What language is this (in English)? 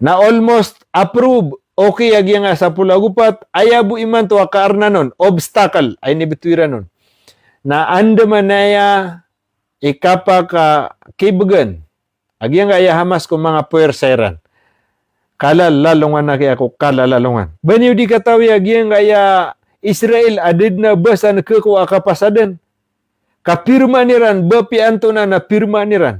Maranao